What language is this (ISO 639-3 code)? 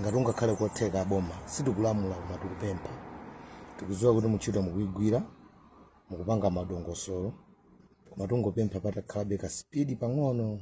nya